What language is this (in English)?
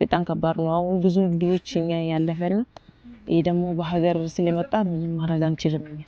Amharic